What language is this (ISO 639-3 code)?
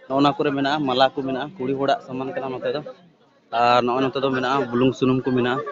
sat